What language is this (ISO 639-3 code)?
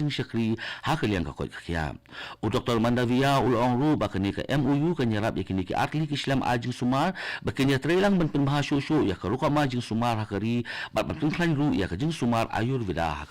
kha